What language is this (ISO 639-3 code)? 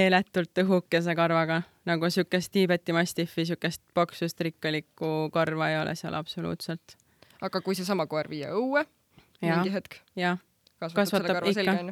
est